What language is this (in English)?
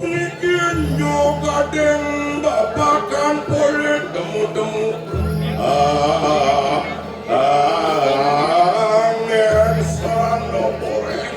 Balinese